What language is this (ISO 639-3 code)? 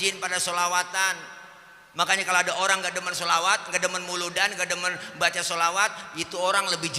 bew